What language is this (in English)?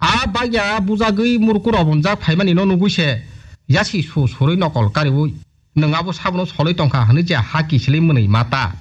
Kok Borok